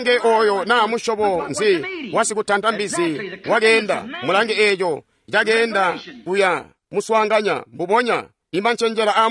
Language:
Tonga (Zambia)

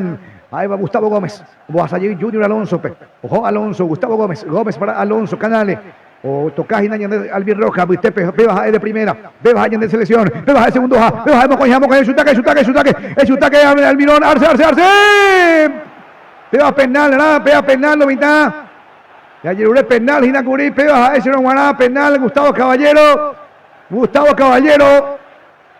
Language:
Guarani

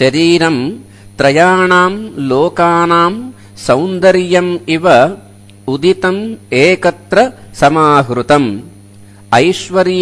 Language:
Sanskrit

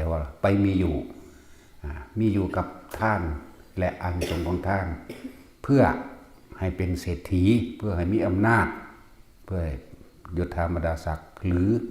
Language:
Northeastern Thai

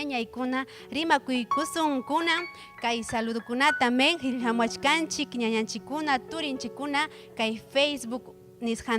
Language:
Ayacucho Quechua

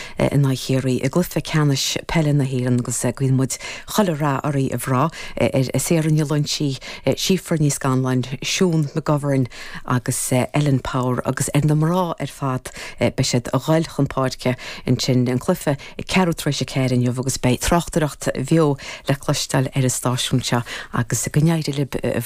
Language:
Irish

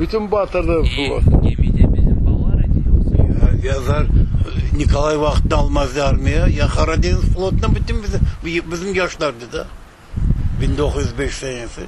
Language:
Crimean Tatar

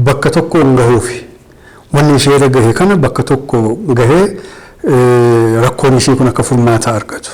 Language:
Oromo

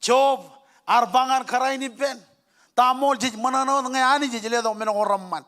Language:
Marshallese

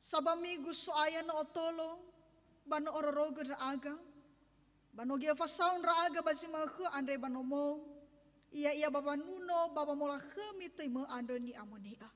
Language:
Nias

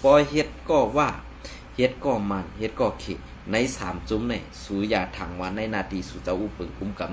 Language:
Shan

